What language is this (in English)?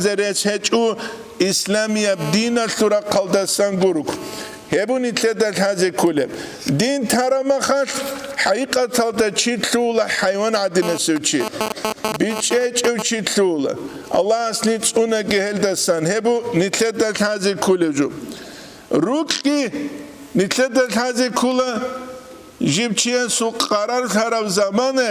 Avaric